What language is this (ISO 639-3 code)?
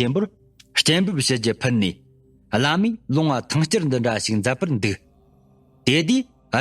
bod